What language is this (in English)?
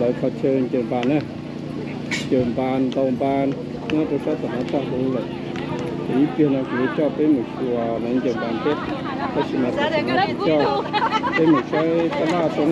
Hmong